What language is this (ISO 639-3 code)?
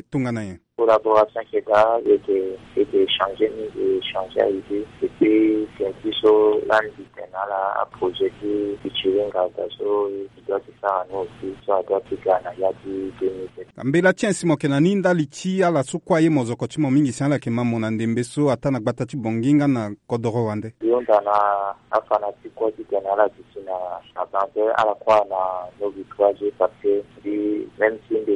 sag